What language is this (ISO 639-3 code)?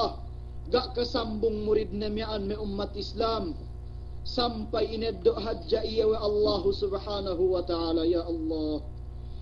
yka